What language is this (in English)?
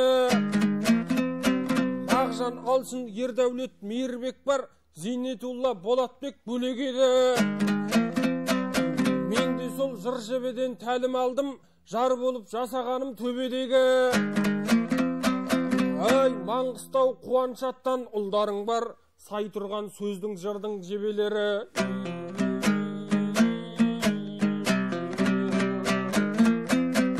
Kazakh